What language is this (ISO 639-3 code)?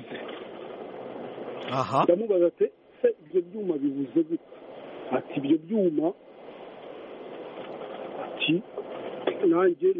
kin